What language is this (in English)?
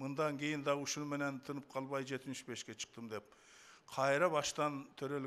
Kyrgyz